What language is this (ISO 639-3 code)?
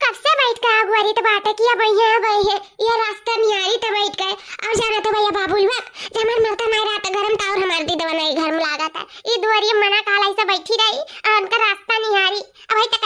awa